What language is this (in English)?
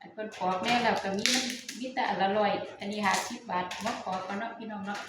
Northeastern Thai